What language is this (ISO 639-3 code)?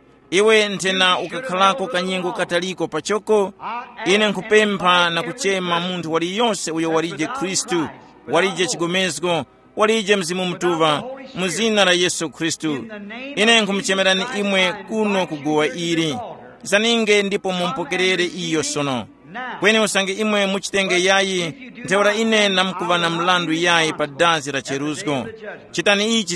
tum